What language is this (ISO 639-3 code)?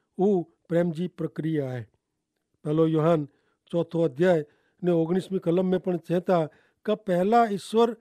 kfr